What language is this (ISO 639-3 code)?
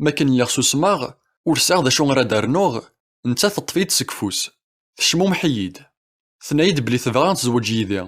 kab